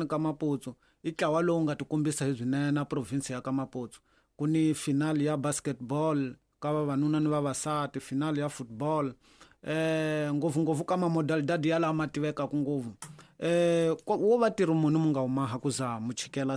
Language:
Tsonga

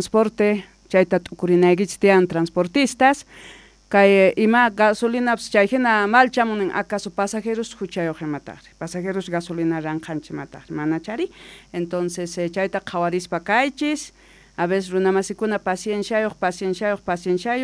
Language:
South Bolivian Quechua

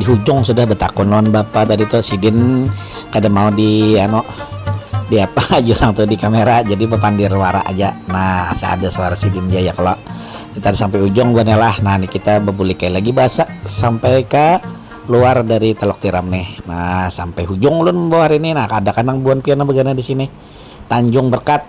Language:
Banjar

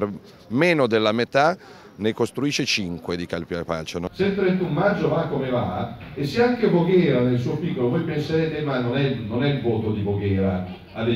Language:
Italian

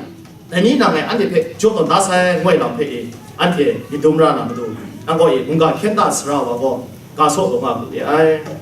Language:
Kachin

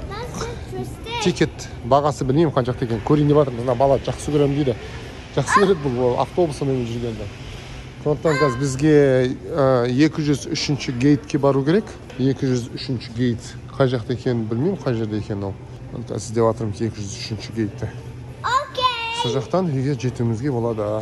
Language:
Kazakh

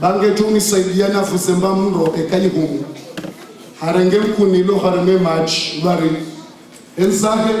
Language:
Ngazidja Comorian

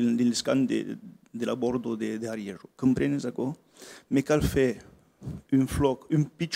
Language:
Occitan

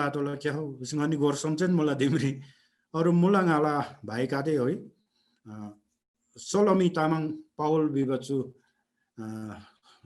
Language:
Eastern Tamang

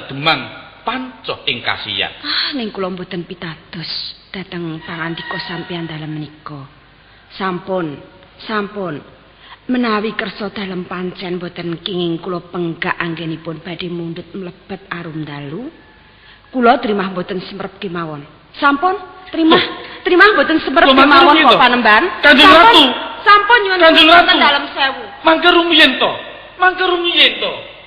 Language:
Javanese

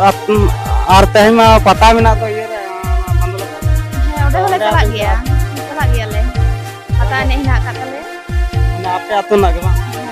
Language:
Santali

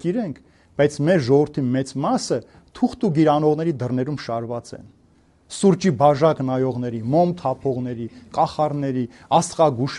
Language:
Armenian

